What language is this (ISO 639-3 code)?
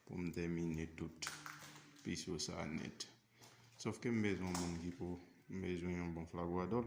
hat